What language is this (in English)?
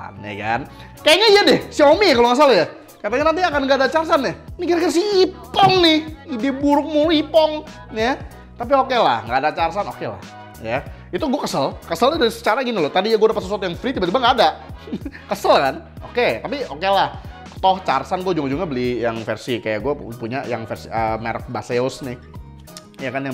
Indonesian